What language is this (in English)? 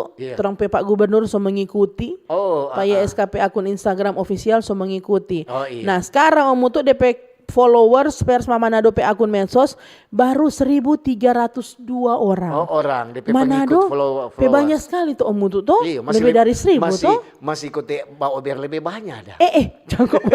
Manado Malay